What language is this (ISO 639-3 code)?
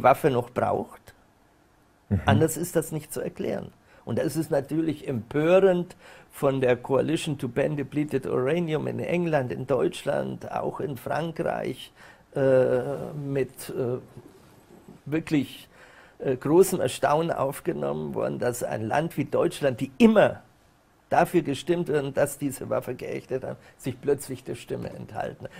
deu